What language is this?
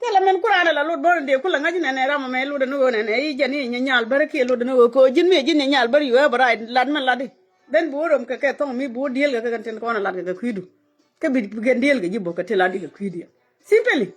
Nuer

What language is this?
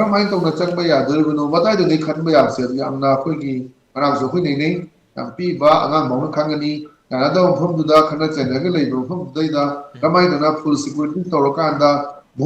Manipuri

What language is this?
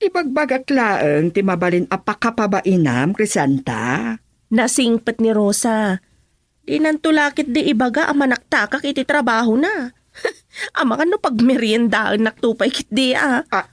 Iloko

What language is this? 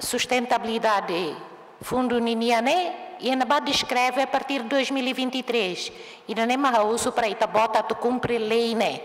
Tetum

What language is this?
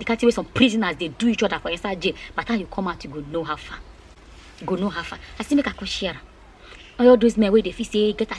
Nigerian Pidgin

